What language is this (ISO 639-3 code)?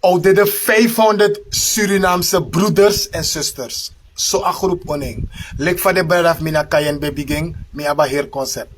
srn